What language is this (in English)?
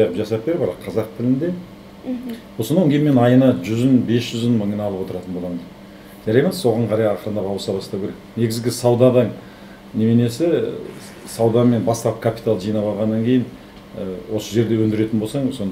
Kazakh